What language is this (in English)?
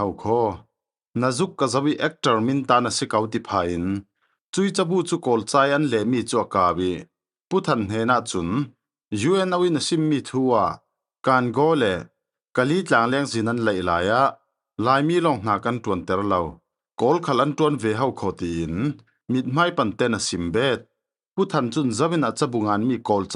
Falam Chin